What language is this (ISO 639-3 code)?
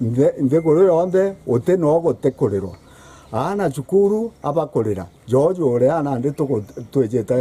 mer